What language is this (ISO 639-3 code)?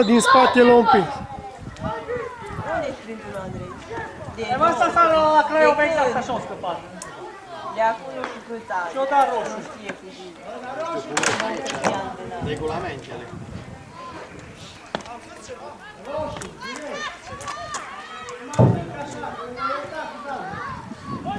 ron